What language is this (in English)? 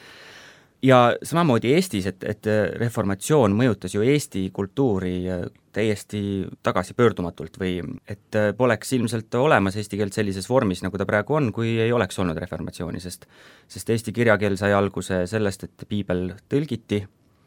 Estonian